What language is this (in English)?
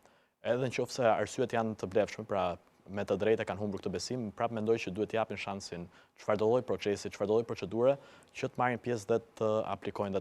Albanian